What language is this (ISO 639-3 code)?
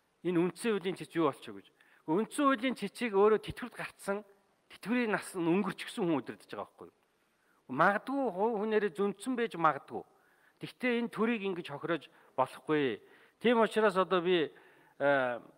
mon